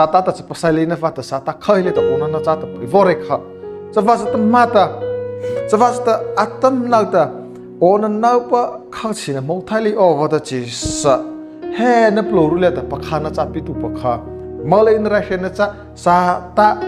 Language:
Mara Chin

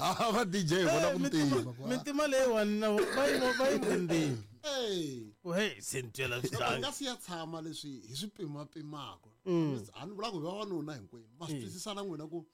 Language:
Tsonga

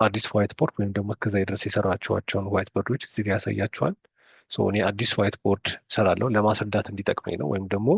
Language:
Amharic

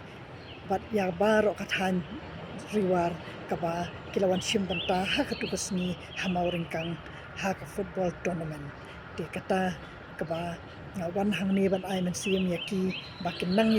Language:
Khasi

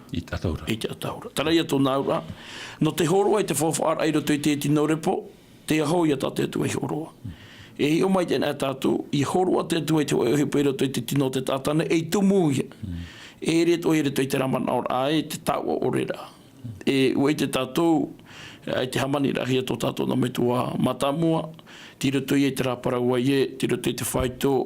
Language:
Tahitian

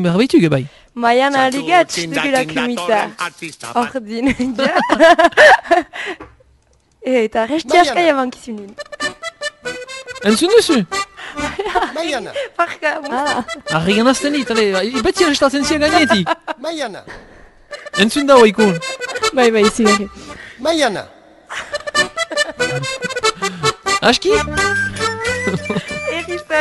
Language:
Basque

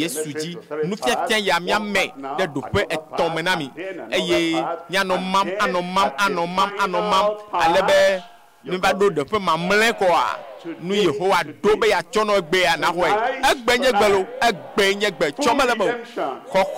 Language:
Ewe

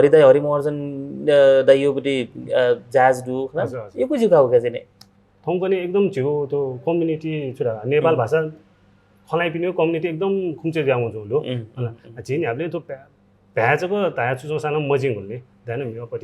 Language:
Newari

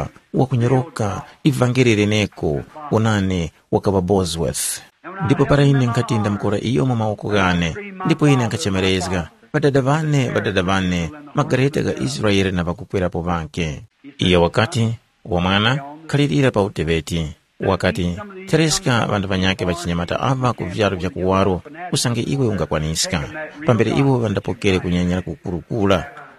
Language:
Tumbuka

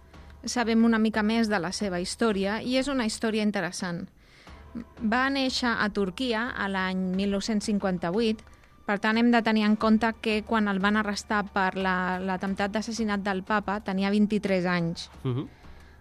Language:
Catalan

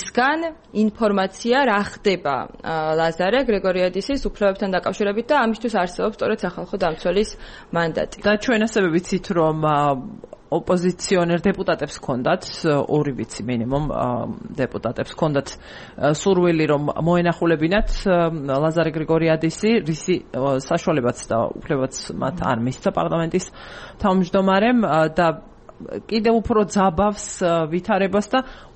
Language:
Georgian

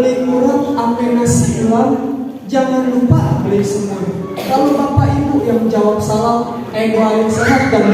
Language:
Betawi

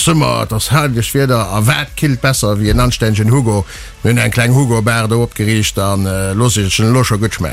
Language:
Luxembourgish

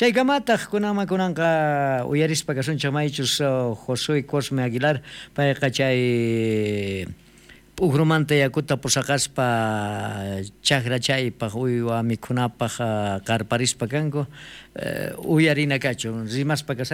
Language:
South Bolivian Quechua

